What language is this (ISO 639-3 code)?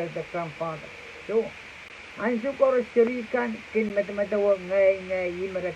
pon